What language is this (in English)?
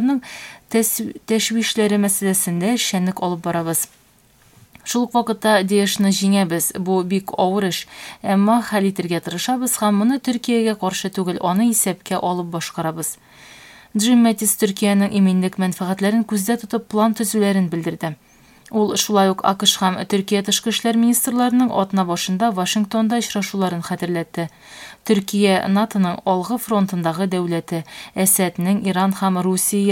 Tatar